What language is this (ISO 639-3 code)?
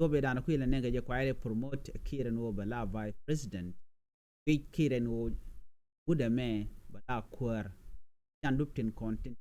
nus